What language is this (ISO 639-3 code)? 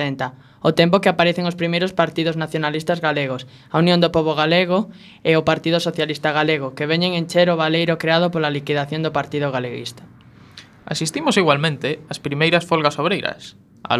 glg